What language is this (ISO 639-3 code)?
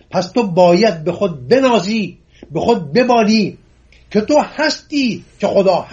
fas